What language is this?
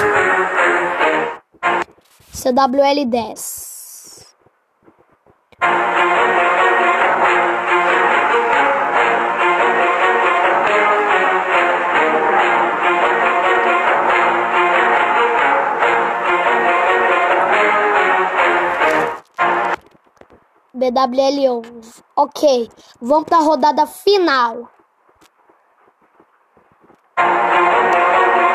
Portuguese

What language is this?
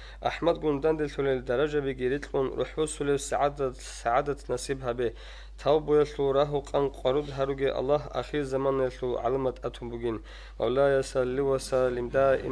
Avaric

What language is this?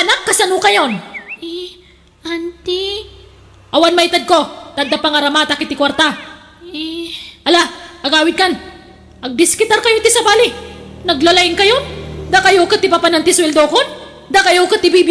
Iloko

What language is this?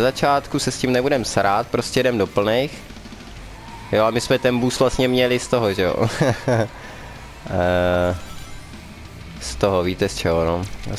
Czech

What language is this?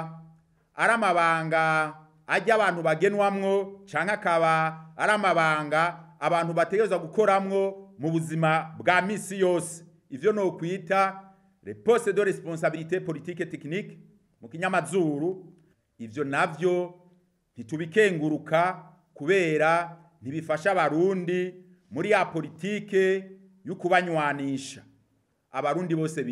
Rundi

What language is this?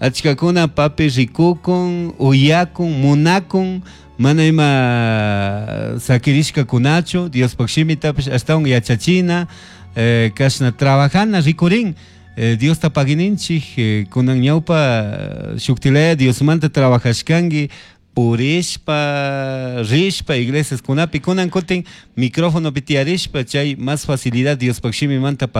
Chimborazo Highland Quichua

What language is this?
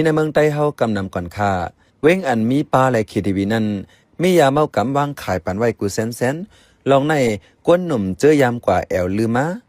Shan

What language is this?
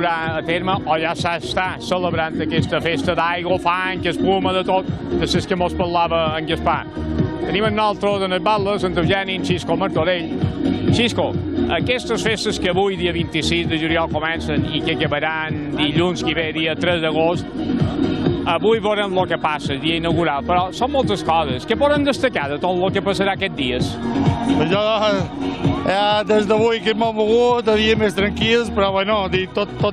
Catalan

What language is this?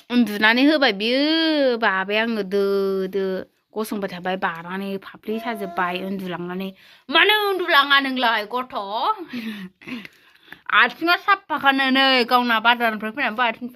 Bodo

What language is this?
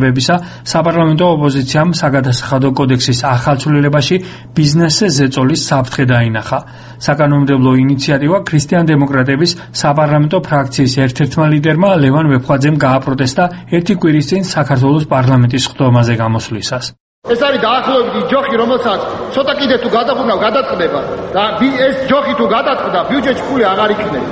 Georgian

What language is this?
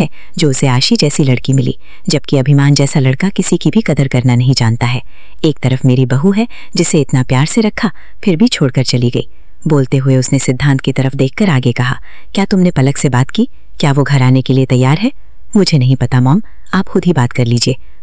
Hindi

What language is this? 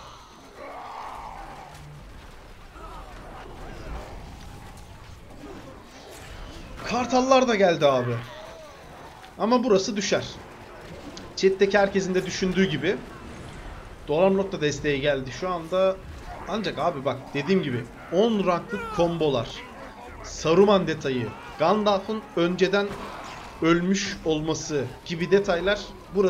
Turkish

